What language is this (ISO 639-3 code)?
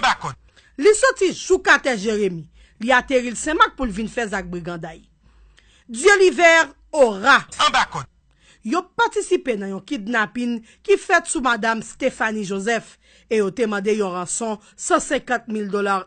hat